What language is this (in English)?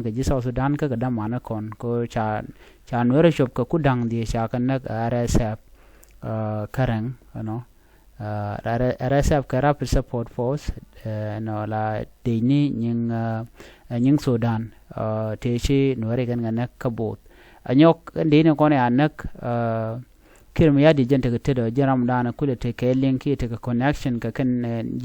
Nuer